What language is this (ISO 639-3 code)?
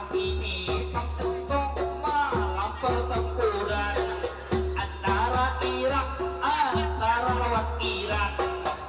bjn